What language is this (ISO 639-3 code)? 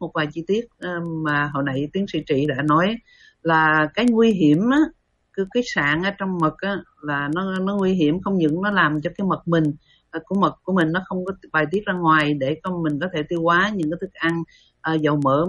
vie